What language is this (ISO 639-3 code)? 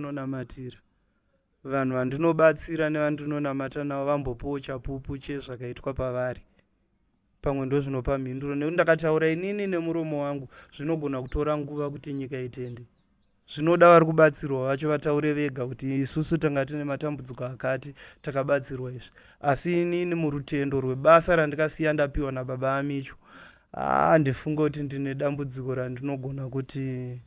sna